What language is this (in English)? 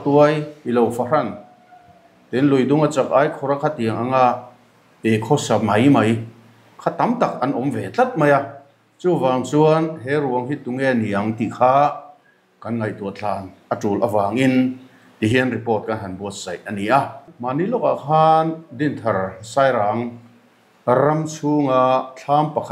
Mizo